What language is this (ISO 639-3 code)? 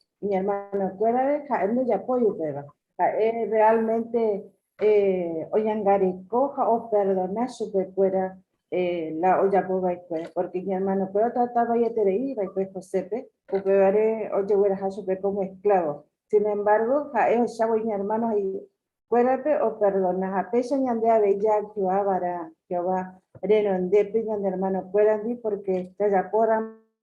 grn